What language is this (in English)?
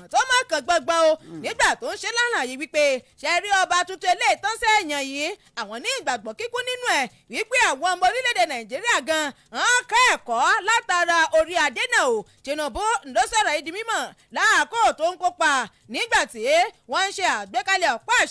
Yoruba